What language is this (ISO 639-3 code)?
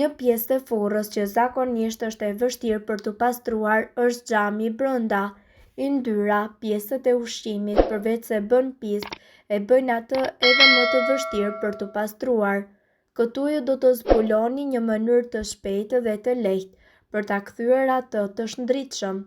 sqi